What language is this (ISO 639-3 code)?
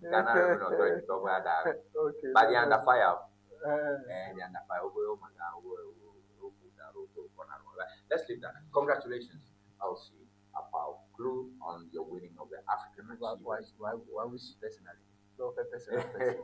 ewe